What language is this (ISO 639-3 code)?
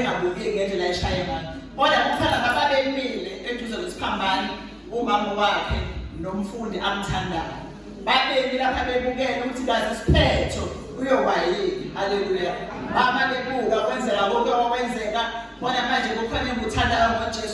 zul